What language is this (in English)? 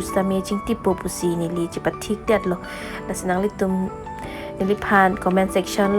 Karbi